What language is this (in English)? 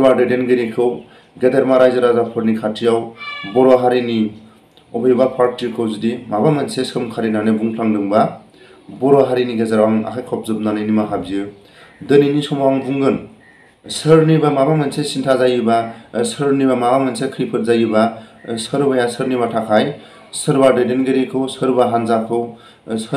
Bodo